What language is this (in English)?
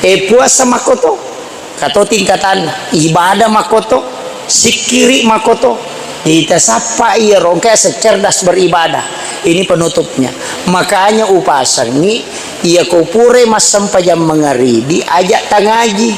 Buginese